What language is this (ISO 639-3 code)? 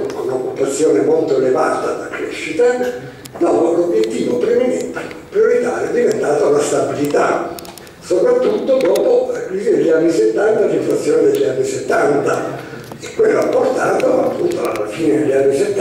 ita